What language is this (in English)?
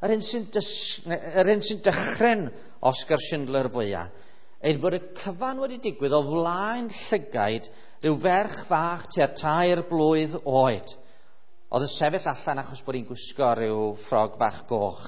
Welsh